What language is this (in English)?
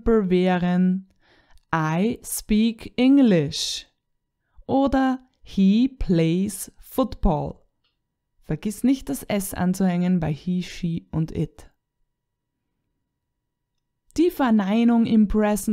German